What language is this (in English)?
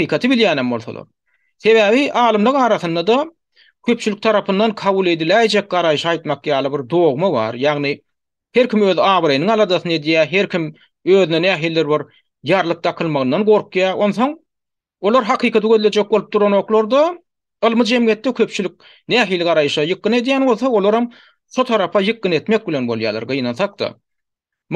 Turkmen